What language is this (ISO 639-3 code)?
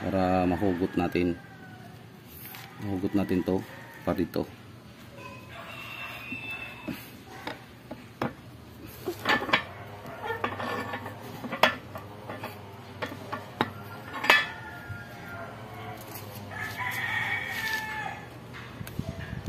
fil